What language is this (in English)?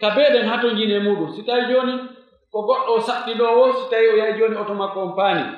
Pular